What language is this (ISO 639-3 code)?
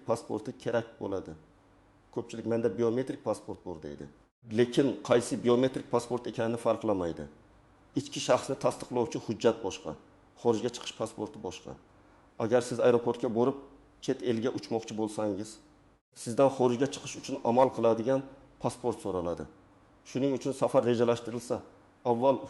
uzb